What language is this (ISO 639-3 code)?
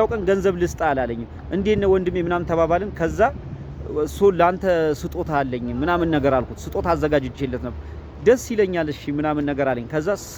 amh